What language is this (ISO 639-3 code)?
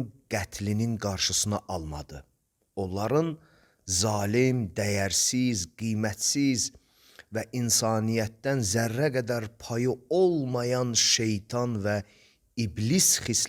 aze